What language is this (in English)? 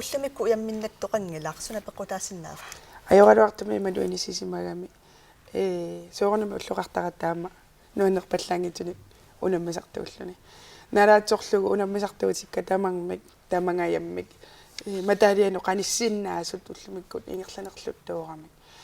Kalaallisut